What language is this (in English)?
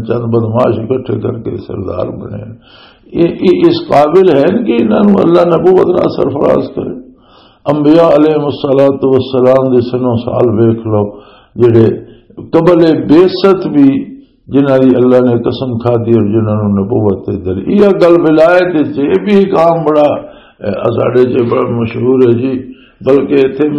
Western Panjabi